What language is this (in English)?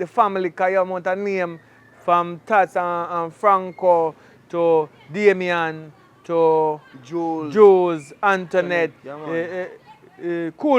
Jamaican Creole English